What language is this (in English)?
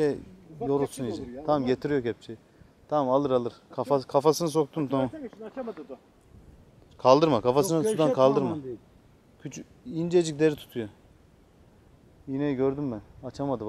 Turkish